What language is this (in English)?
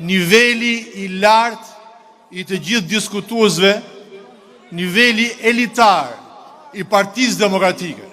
Albanian